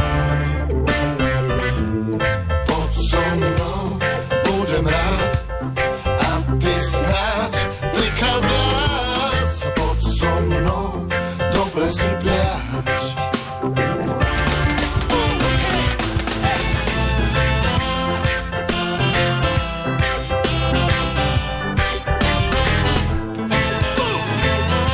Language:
Slovak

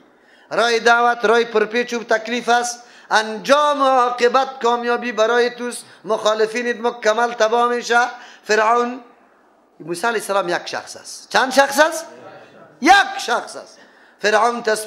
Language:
Persian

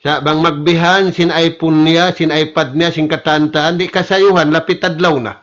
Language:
Tausug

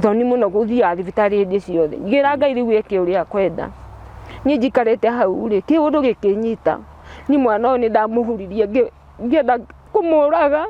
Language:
Kikuyu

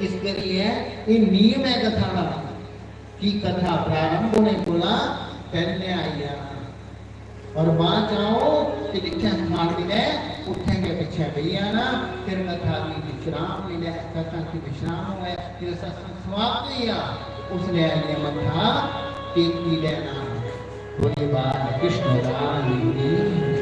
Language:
Dogri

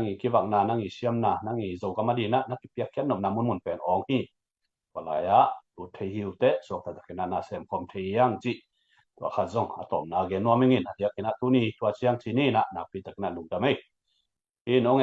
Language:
Tedim Chin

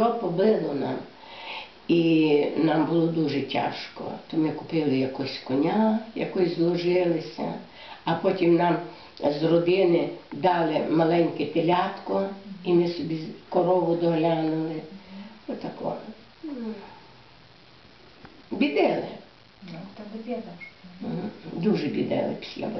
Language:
Ukrainian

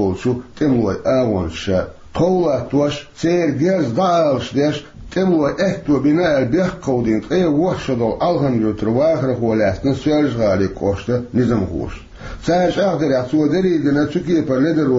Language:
Chechen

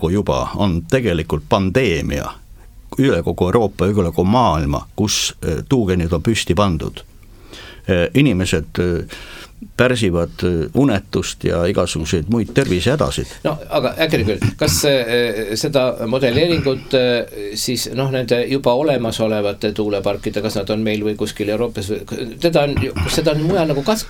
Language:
Estonian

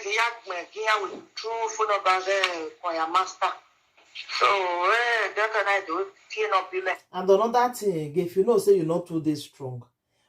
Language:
Nigerian Pidgin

